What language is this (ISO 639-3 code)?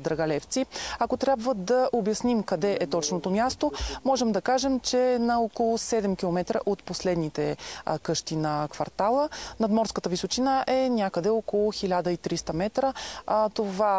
bul